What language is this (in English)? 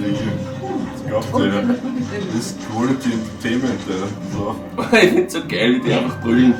Bavarian